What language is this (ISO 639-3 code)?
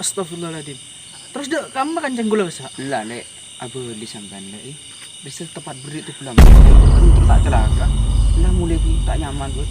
mad